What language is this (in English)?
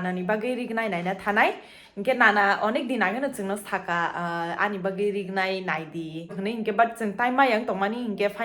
Kok Borok